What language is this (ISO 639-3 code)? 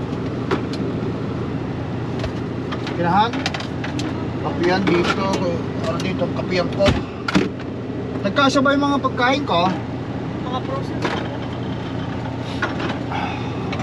fil